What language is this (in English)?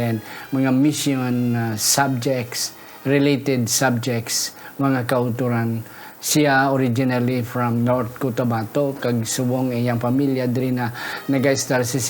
Hiligaynon